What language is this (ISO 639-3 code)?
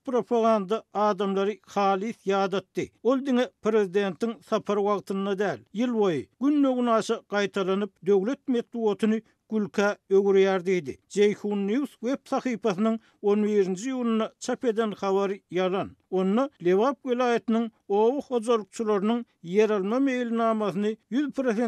tuk